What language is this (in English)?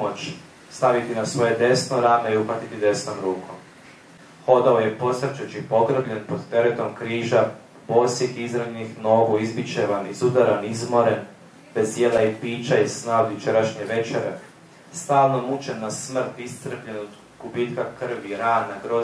Croatian